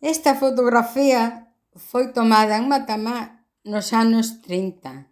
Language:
Galician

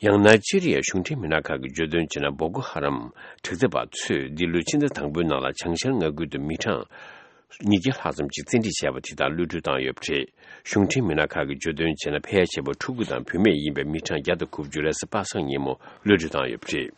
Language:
Tibetan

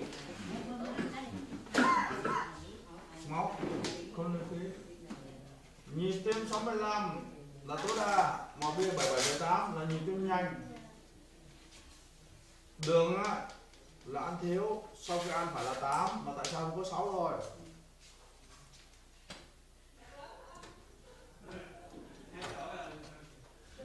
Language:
Vietnamese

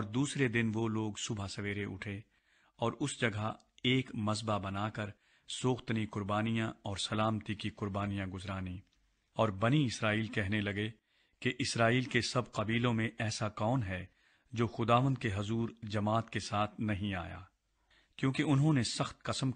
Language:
Urdu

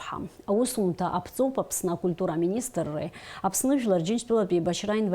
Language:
Abkhazian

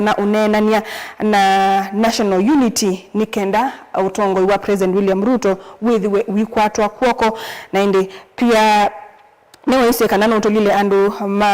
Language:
Kamba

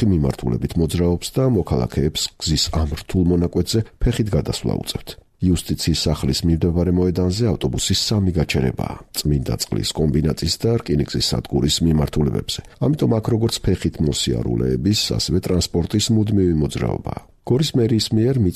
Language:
Georgian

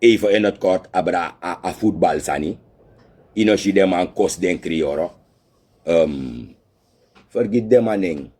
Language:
Sranan Tongo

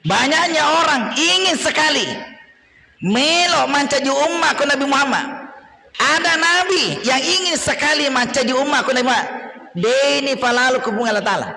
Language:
Buginese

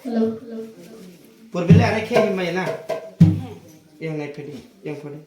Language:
Kok Borok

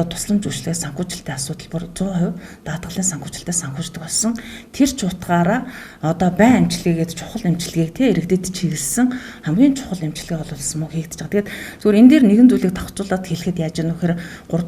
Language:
Mongolian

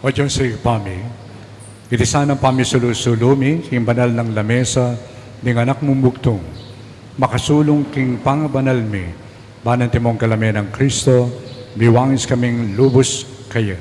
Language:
Pampanga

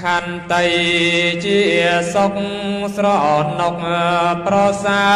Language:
Khmer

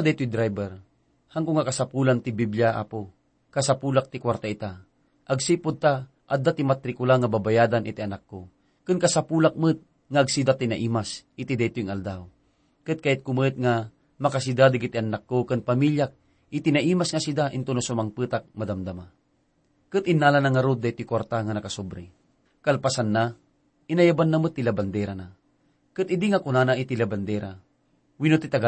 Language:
Iloko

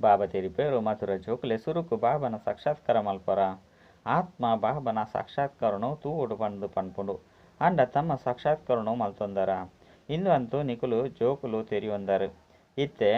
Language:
Tulu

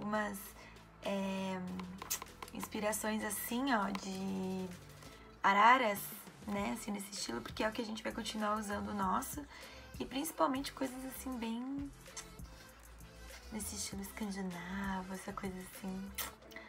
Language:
Portuguese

